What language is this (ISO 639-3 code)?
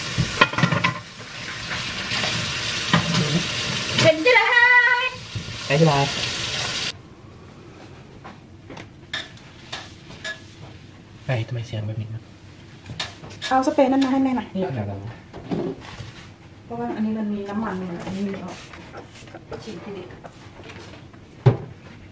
tha